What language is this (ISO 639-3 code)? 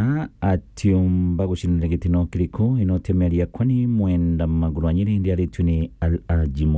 mer